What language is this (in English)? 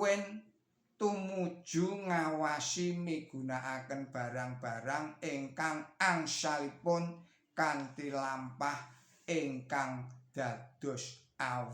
Javanese